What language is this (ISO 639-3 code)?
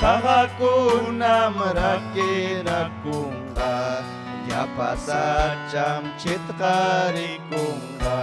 quy